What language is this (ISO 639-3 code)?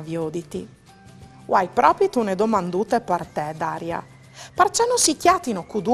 fur